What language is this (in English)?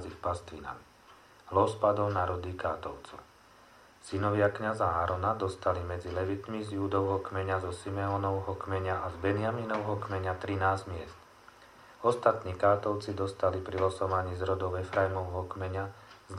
Slovak